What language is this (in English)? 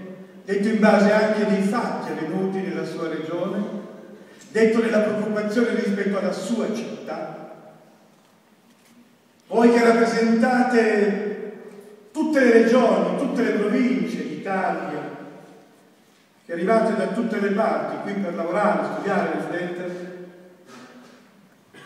Italian